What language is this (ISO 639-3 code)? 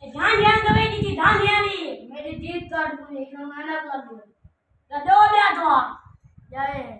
skr